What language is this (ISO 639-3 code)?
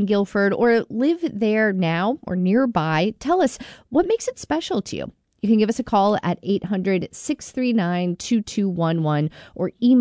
eng